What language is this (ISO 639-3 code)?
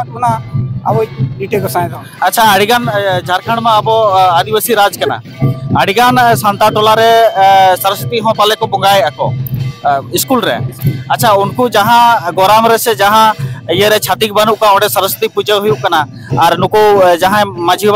sat